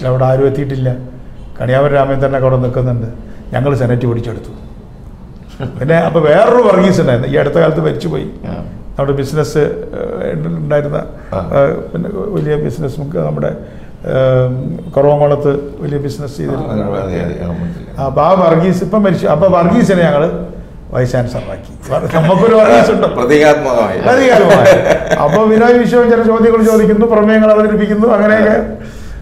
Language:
Malayalam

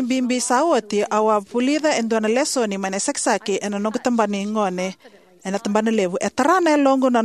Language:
Fijian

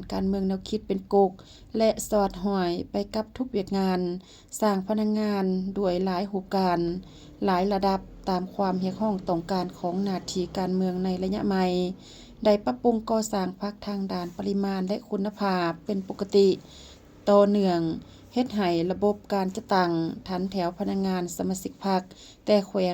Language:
Lao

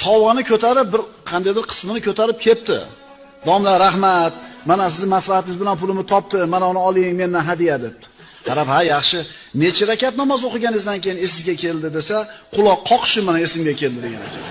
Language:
Uzbek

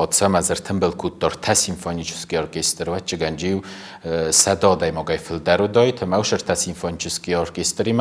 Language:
Ossetic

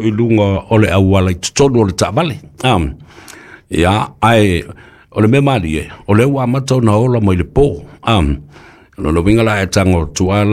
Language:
Samoan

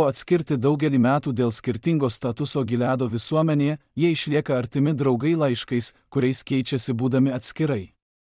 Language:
Lithuanian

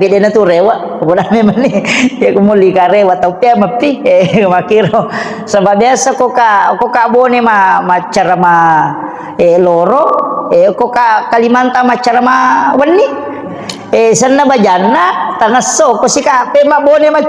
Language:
Buginese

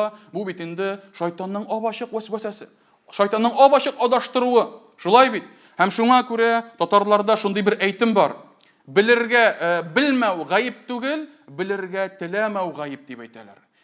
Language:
Tatar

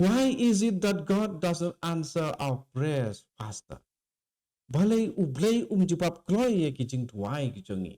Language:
Khasi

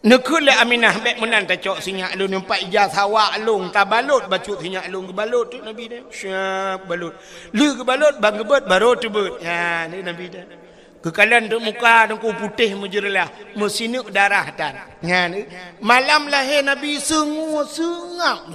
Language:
Achinese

